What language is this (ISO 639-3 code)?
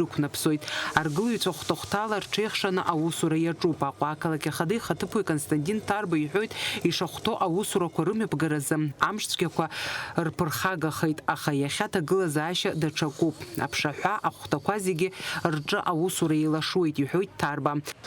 abk